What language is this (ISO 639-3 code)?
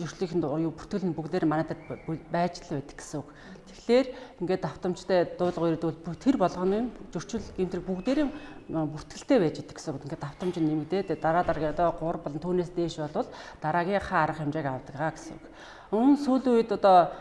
mon